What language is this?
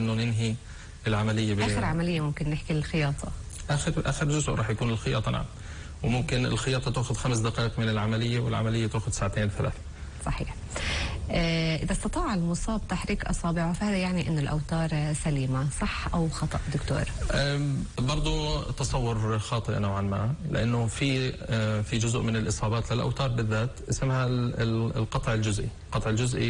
North Levantine Arabic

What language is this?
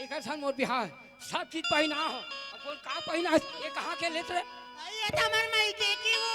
Chhattisgarhi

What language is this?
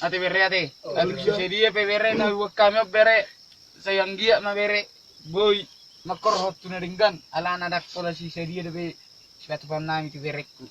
Batak Toba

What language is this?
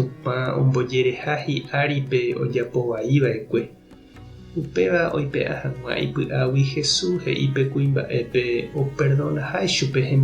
Guarani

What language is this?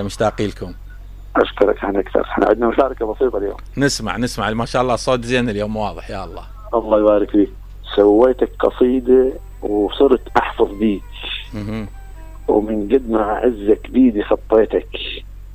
Mesopotamian Arabic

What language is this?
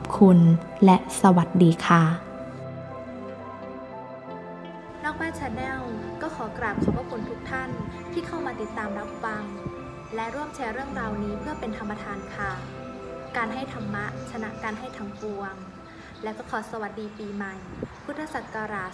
Thai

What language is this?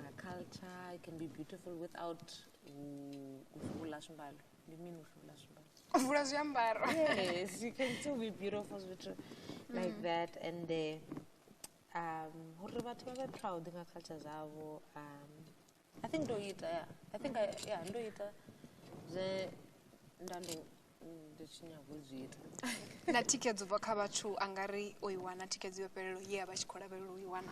Venda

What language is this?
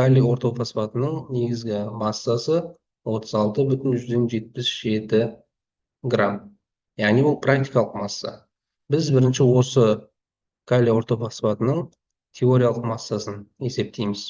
Kazakh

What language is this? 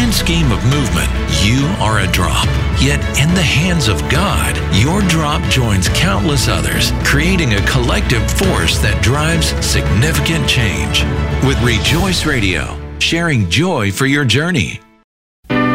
English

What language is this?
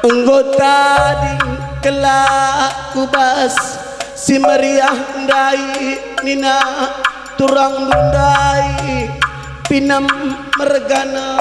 Batak Karo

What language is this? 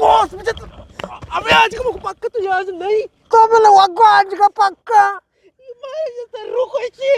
Eastern Balochi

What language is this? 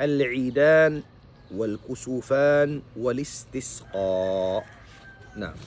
Tausug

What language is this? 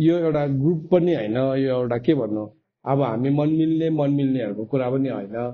Nepali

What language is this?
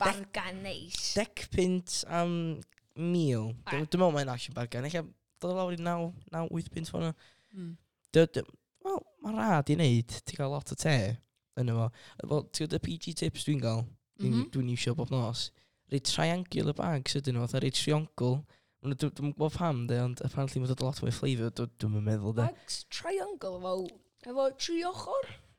Welsh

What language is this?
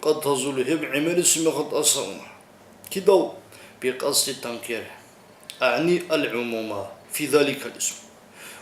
Avaric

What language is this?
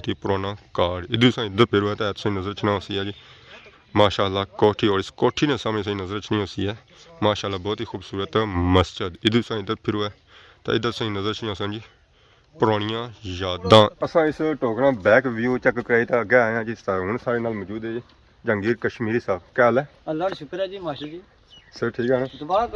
Pahari-Potwari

